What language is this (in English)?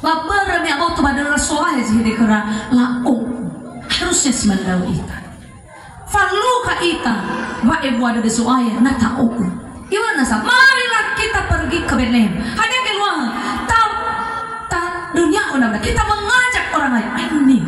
Nias